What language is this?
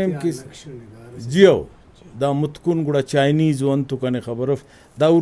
Brahui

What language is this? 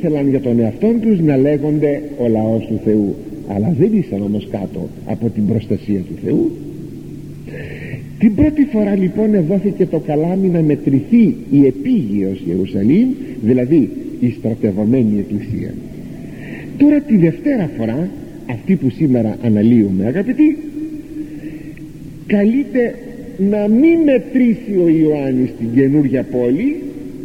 Greek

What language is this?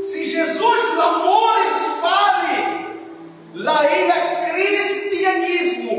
Tetum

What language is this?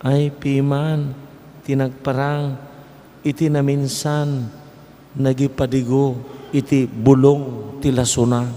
Iloko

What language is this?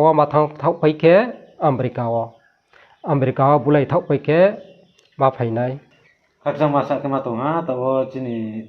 Riang (India)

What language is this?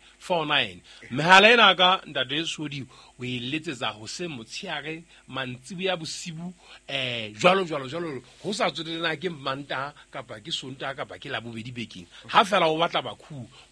Southern Sotho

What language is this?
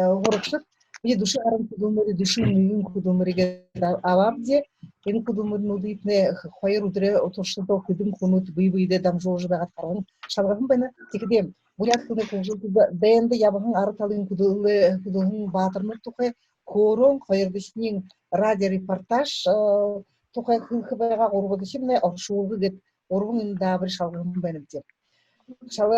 Buriat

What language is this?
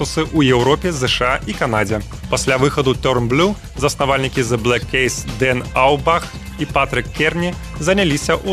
Belarusian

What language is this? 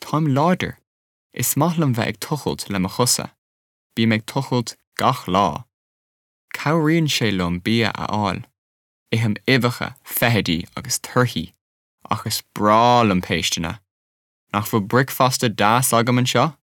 Irish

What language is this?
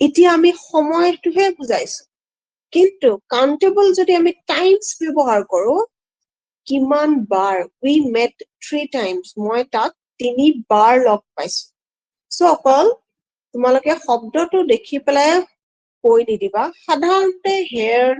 Assamese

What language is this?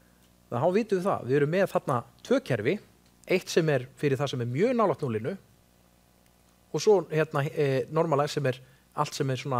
Icelandic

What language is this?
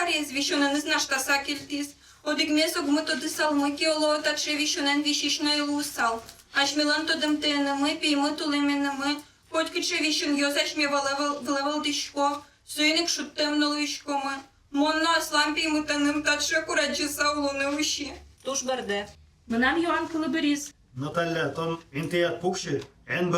Udmurt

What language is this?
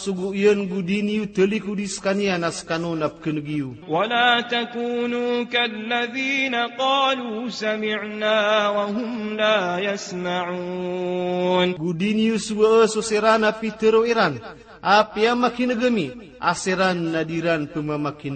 Maranao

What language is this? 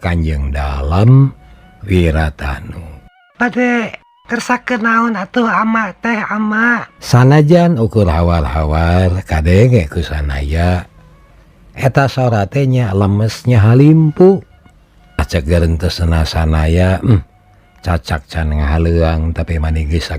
Sundanese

